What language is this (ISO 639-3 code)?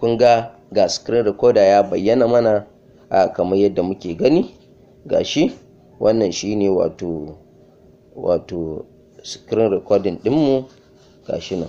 hau